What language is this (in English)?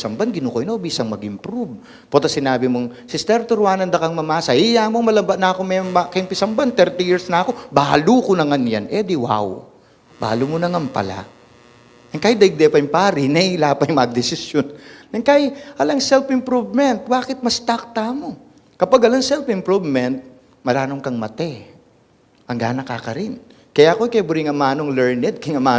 Pampanga